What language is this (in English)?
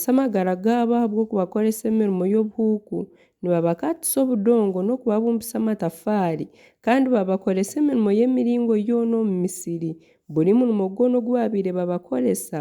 Nyankole